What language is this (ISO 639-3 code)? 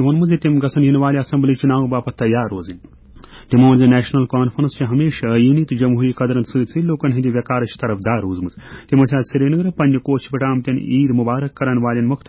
kas